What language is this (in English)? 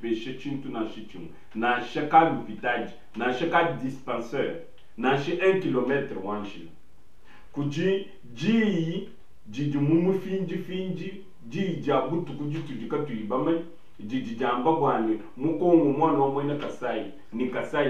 Luba-Lulua